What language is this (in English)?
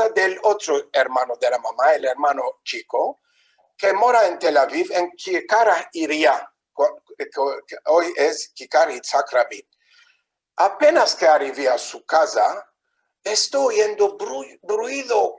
Ladino